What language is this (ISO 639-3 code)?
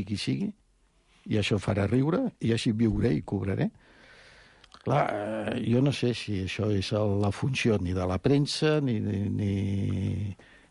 cat